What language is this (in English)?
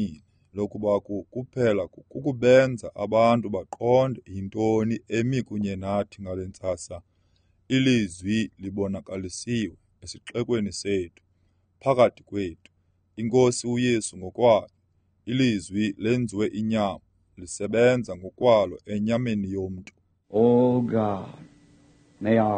Xhosa